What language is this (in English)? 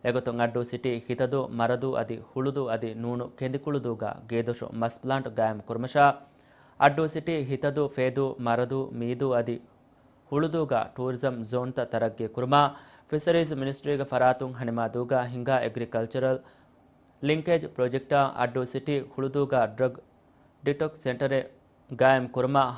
Divehi